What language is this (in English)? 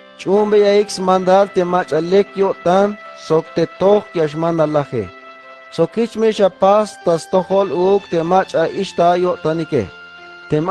Tzeltal